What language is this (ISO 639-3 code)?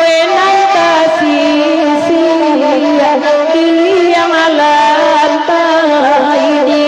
min